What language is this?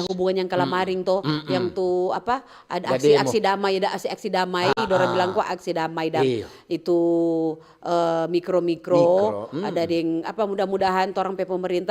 Manado Malay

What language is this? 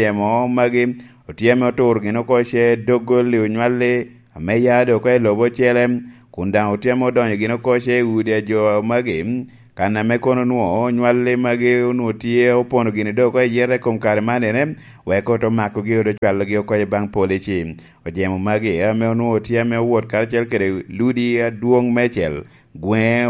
Lango (Uganda)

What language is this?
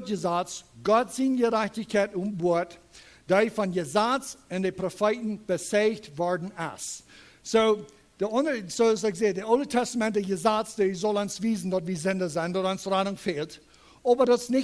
Plautdietsch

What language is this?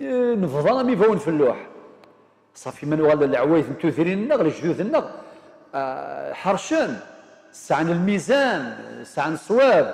Kabyle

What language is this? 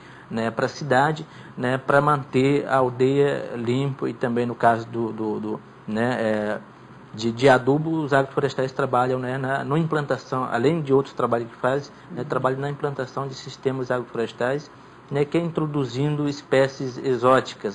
Portuguese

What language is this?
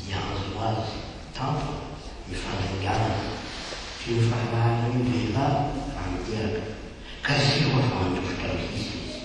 Malagasy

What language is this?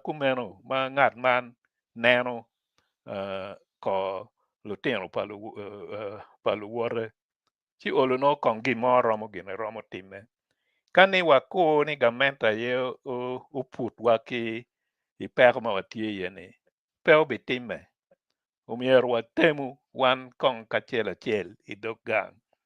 Acoli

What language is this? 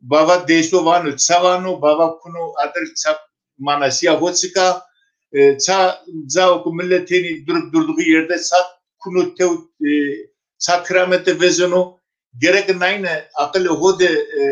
Zaza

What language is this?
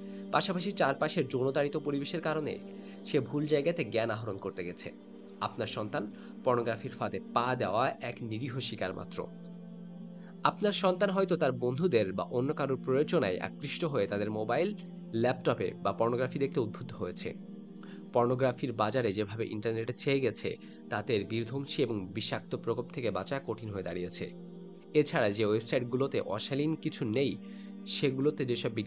Bangla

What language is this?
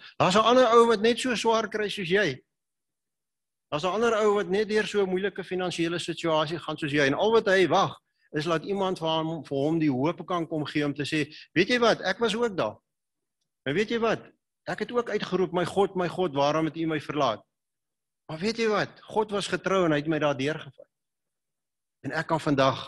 Afrikaans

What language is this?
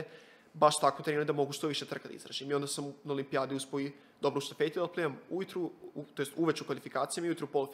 Serbian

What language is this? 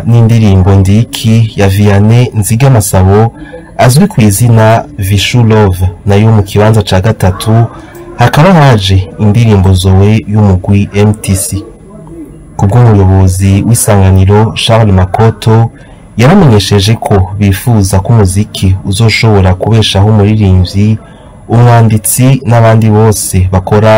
Rundi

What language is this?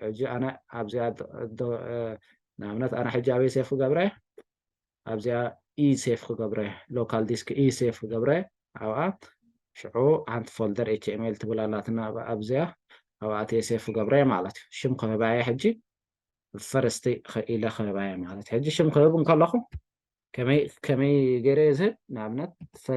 Tigrinya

